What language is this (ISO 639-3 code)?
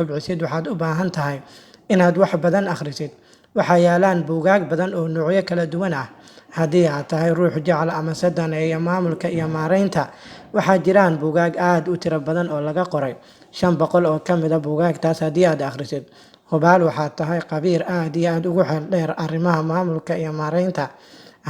som